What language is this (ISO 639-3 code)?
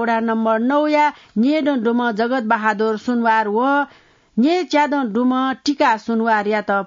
new